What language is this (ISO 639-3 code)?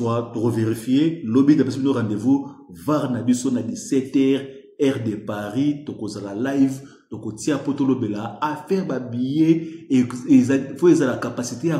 lin